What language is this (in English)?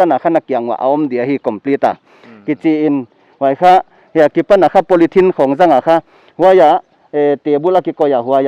Paite Chin